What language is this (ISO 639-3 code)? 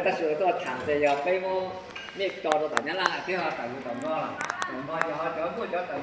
hmn